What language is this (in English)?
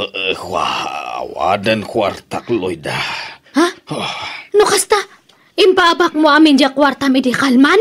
Iloko